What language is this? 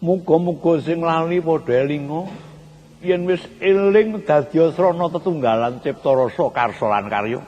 Javanese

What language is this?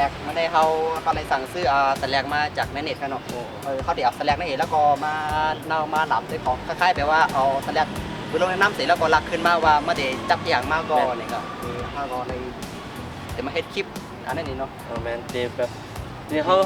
Shan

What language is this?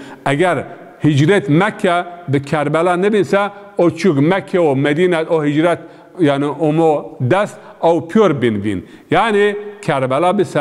Zaza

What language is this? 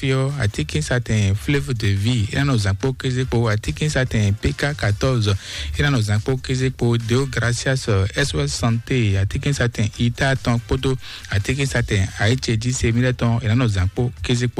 Fon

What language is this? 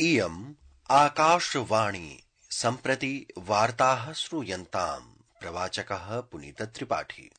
Sanskrit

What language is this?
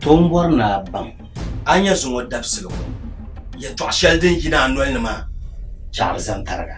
Dagbani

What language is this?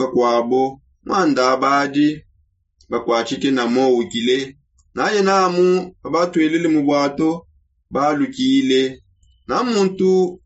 Songe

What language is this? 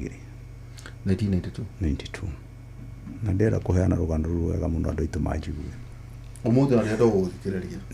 Kikuyu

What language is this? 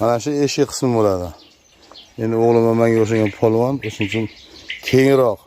Uzbek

